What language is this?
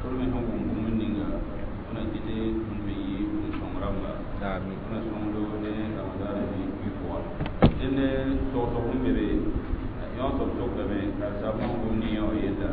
Mossi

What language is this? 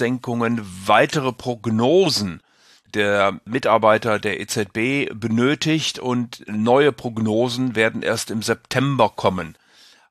German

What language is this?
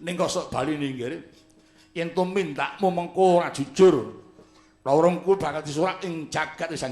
Javanese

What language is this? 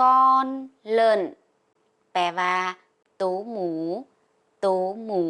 Lao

